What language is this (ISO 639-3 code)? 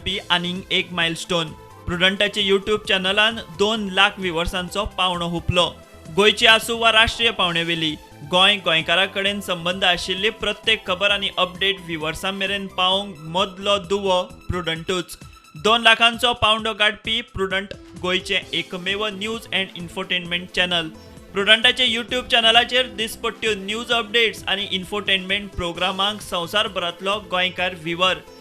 kok